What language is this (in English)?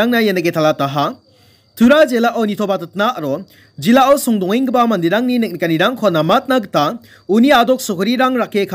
Garo